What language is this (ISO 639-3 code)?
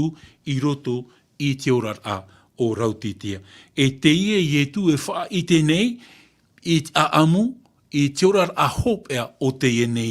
tah